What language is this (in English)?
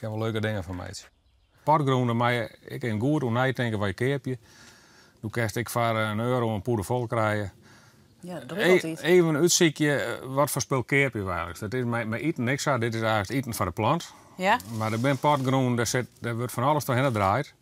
Western Frisian